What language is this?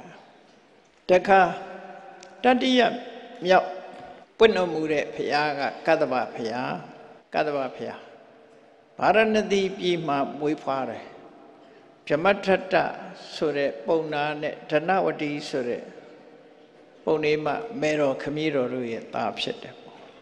Burmese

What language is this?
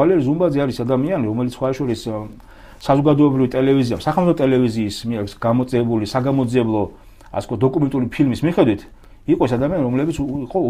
Georgian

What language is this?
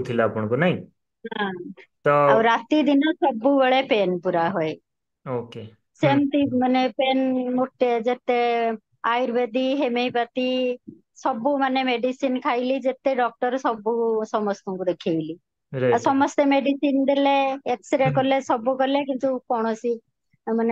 Odia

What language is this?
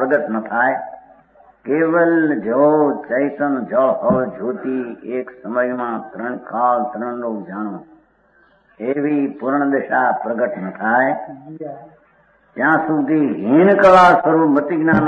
Gujarati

